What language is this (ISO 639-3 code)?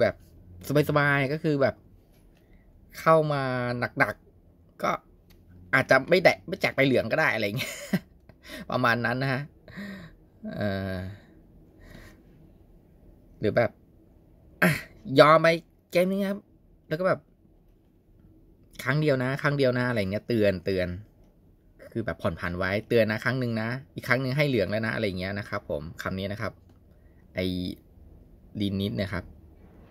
tha